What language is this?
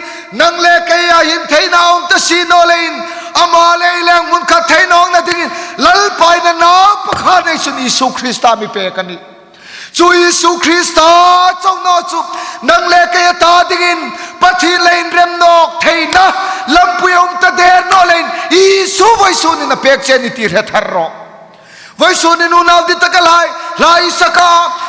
Hmar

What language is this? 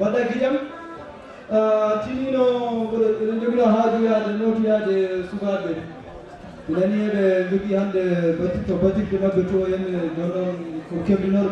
Fula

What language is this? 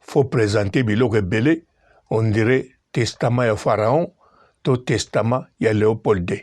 Lingala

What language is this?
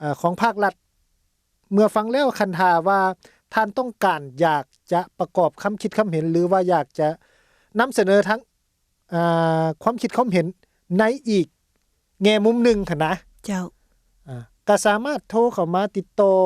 Lao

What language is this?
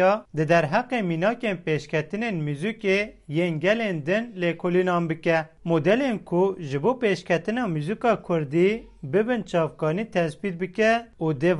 Kurdish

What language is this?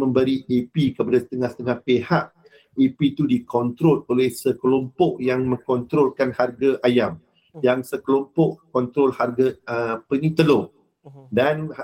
Malay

